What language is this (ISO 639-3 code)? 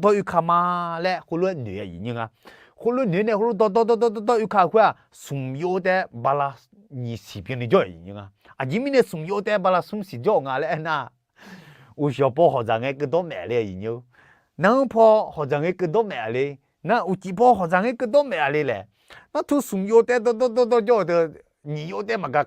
ahk